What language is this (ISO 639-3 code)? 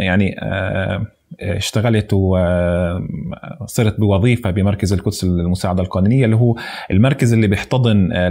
apc